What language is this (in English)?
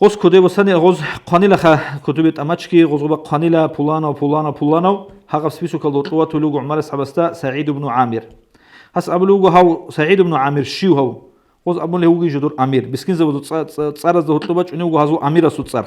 Avaric